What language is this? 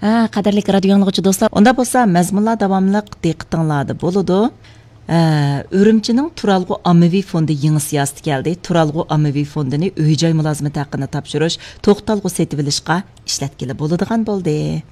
Uyghur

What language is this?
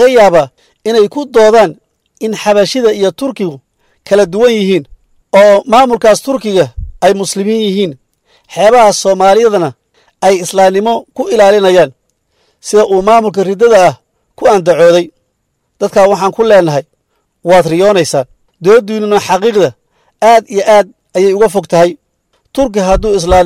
Somali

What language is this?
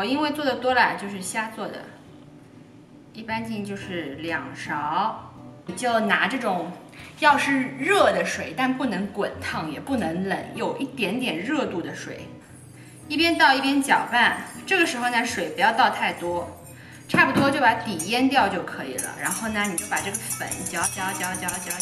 Chinese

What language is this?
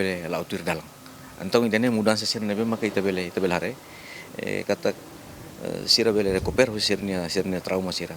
Tetum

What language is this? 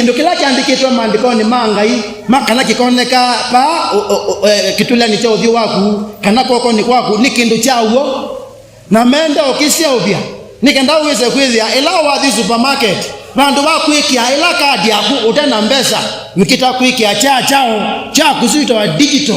Kamba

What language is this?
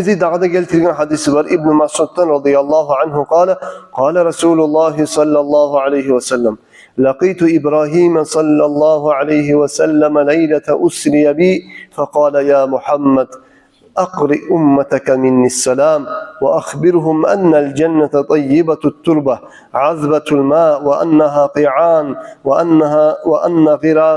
Kumyk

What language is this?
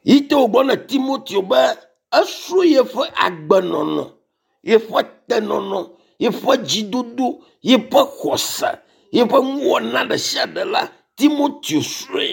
Ewe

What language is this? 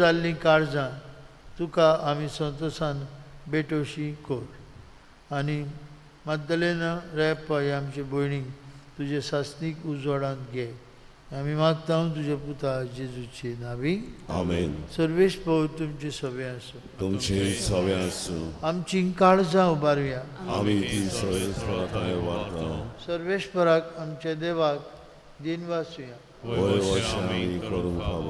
Konkani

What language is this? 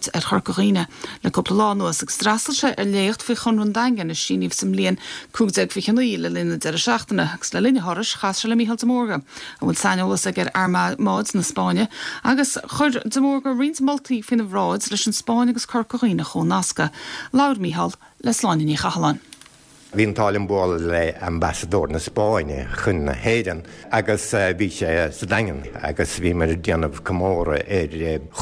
Irish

